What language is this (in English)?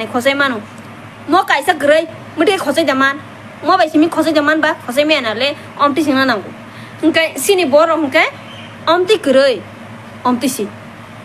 Kok Borok